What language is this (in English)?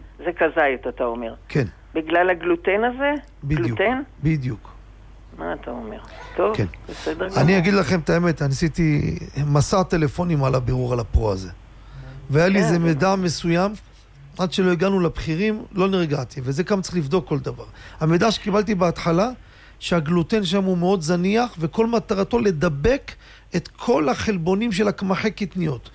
Hebrew